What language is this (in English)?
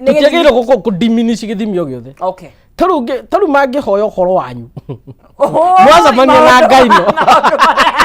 Kikuyu